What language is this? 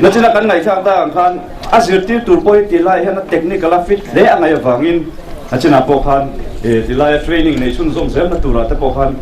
Mizo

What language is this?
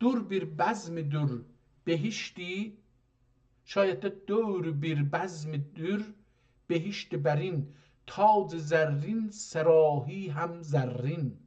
South Azerbaijani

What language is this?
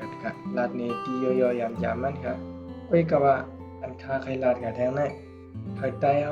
Shan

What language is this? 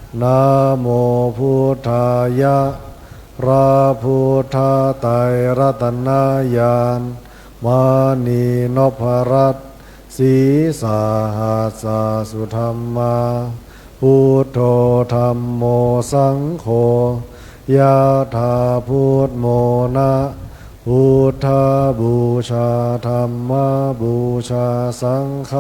Pali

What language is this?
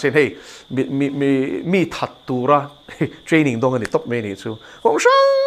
Mizo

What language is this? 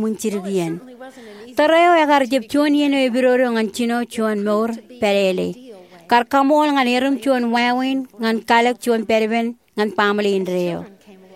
Marshallese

